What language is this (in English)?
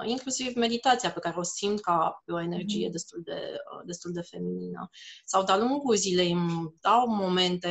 Romanian